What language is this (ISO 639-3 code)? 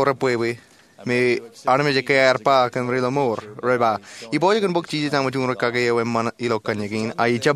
mah